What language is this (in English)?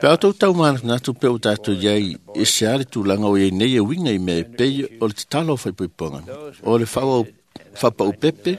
Samoan